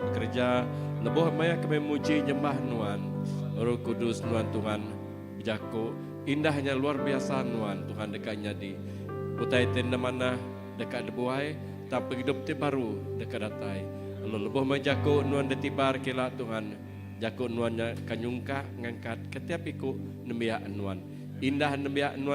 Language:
Iban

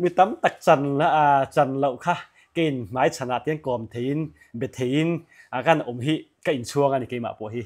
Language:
Mizo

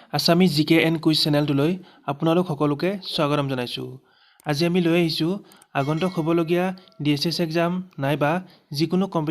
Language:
Assamese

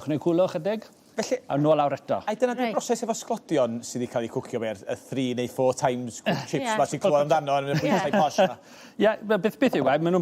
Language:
Welsh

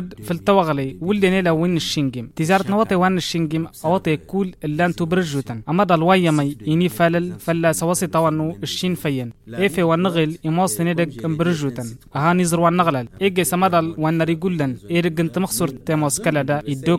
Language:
Tamasheq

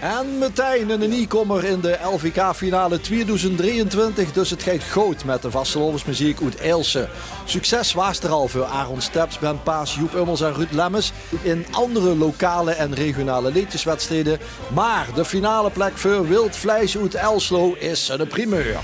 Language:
Limburgish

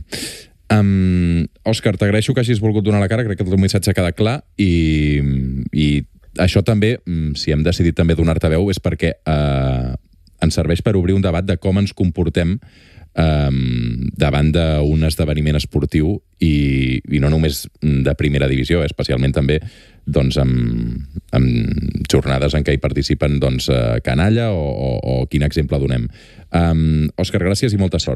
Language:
Catalan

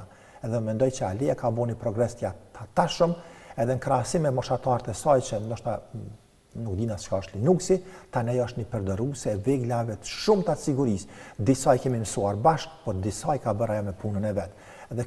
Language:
Albanian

